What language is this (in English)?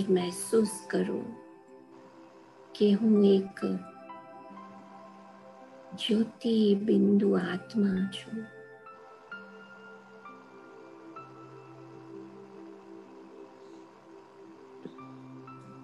Gujarati